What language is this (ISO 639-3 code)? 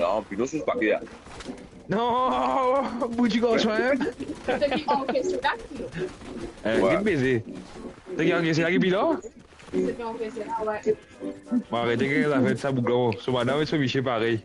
mfe